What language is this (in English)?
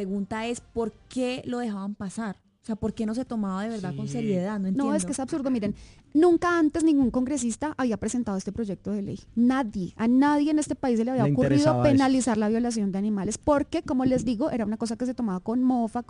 Spanish